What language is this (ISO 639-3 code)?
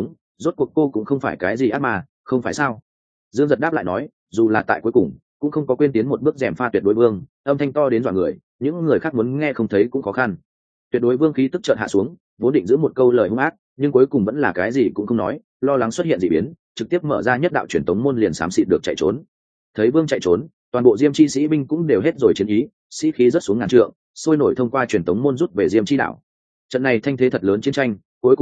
vie